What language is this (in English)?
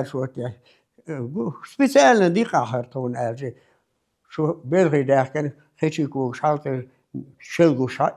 Chechen